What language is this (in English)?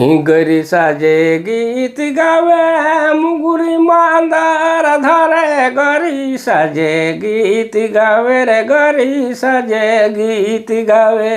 Sadri